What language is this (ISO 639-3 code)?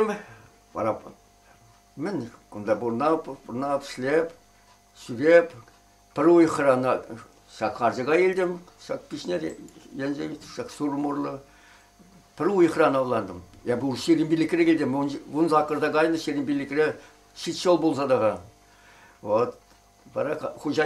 chv